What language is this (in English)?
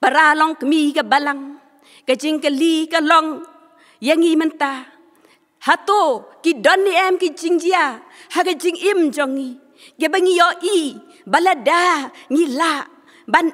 Khasi